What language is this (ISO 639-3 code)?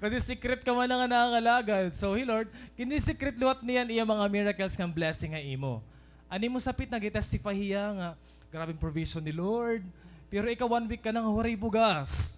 war